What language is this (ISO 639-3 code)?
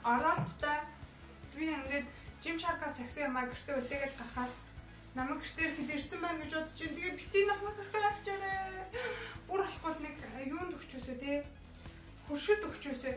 mon